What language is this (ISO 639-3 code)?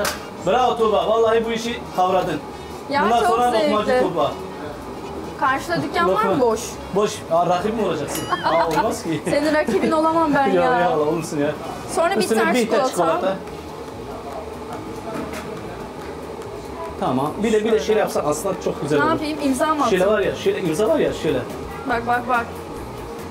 tur